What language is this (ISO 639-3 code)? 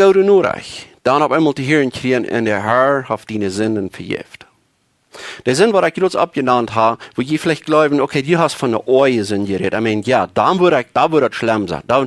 pdt